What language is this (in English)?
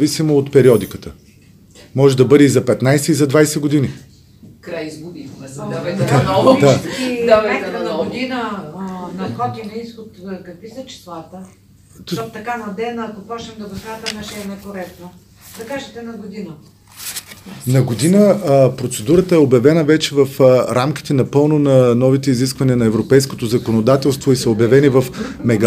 Bulgarian